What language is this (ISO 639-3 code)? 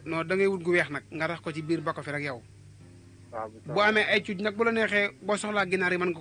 wol